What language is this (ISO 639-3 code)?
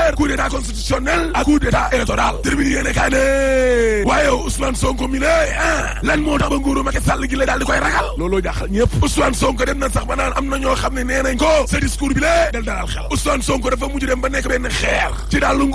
wol